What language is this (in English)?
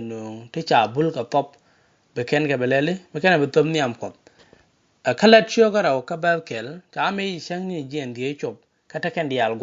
Nuer